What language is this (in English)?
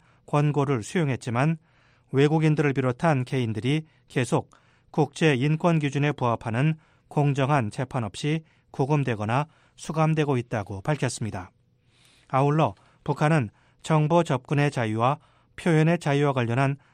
Korean